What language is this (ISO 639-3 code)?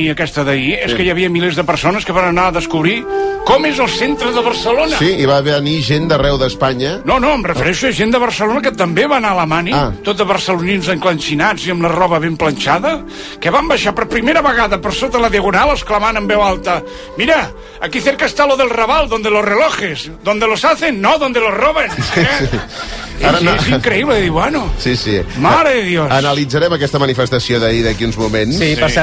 cat